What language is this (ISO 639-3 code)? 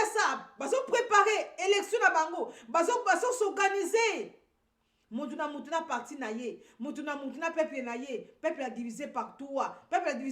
lin